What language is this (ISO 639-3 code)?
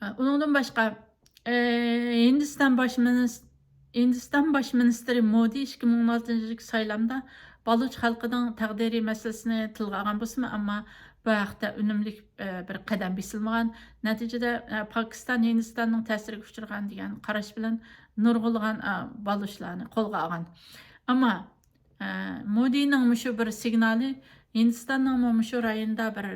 uig